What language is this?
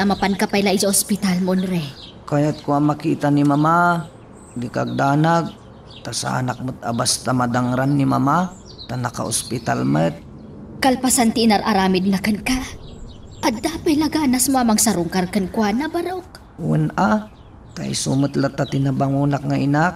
Iloko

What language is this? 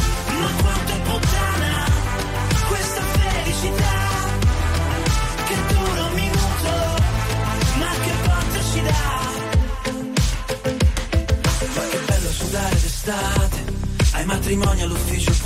Italian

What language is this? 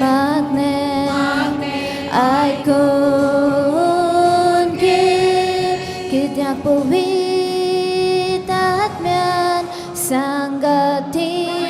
Konkani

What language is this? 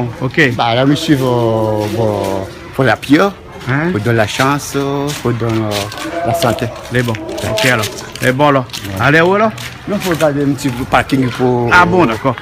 Réunion Creole French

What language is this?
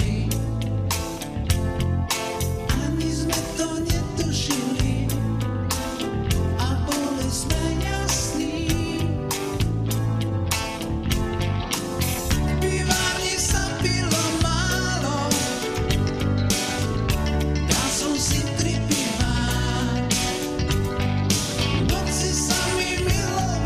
Slovak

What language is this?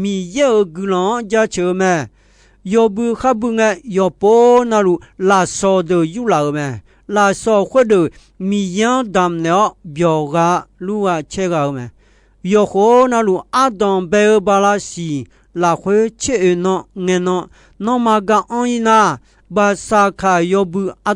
Akha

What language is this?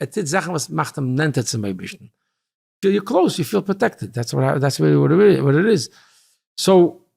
Yiddish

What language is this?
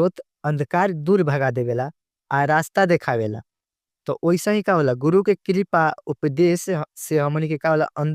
Bhojpuri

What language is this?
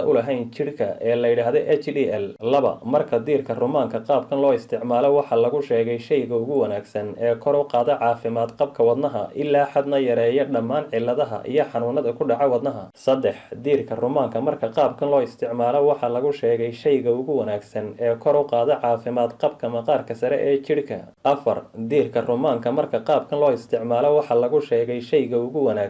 Somali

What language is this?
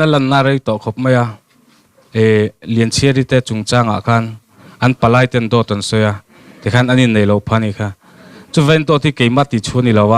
Mizo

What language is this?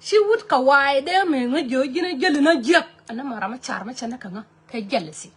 Nuer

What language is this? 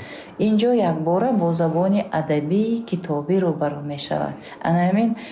Tajik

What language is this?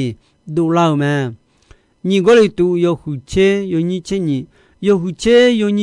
Akha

